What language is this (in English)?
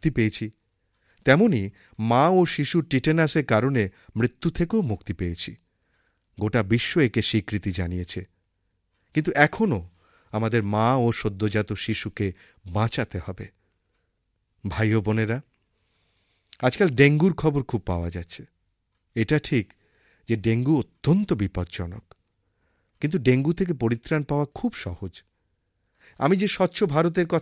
Bangla